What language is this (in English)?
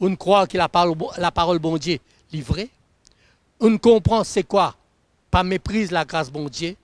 Morisyen